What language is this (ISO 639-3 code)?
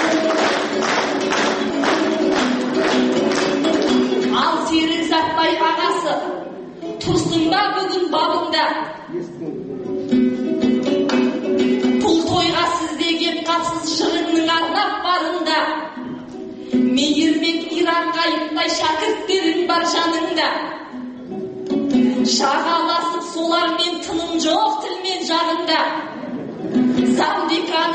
kaz